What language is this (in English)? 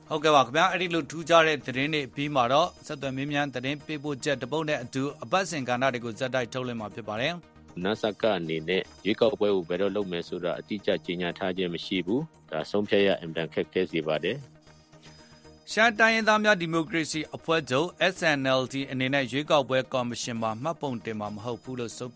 Burmese